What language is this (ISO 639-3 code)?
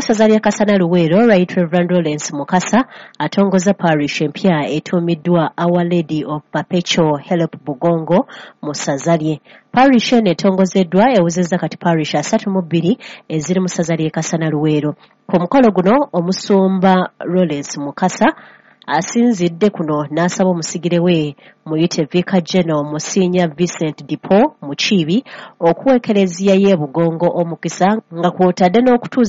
lug